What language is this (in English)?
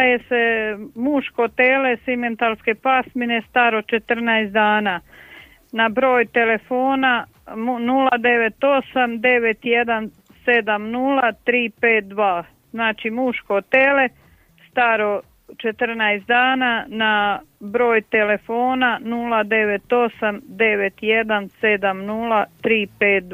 Croatian